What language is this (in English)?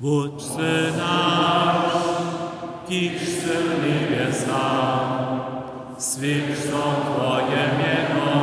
Upper Sorbian